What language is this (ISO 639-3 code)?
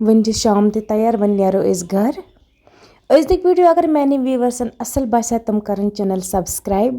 kas